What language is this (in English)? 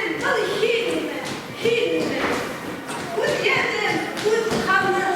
Bashkir